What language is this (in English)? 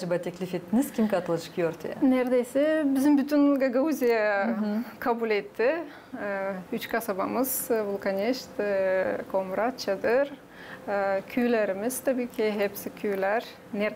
Gagauz